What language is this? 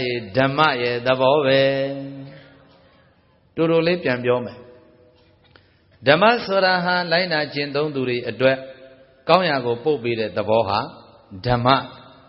Burmese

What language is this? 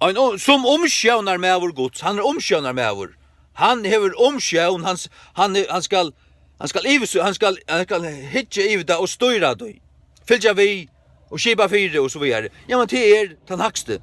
Faroese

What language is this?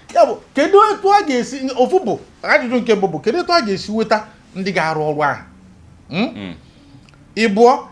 Igbo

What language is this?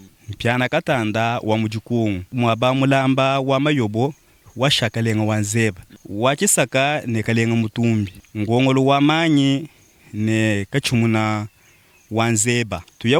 Luba-Lulua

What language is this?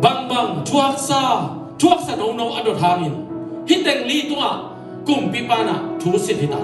Tedim Chin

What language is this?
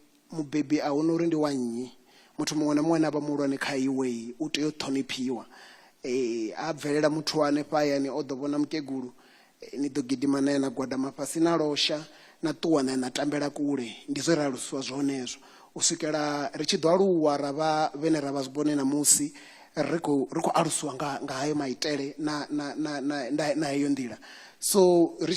Venda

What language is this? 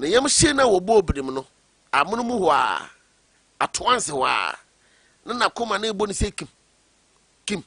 Akan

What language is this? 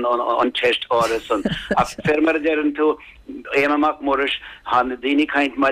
Irish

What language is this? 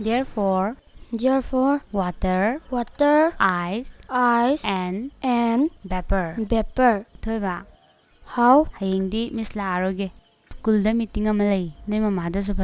Manipuri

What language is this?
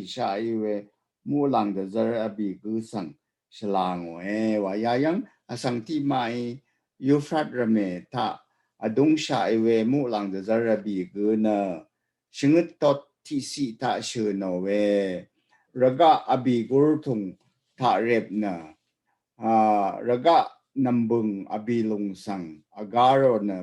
Rawang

